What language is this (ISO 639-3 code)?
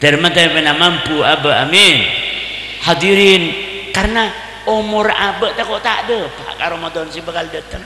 mad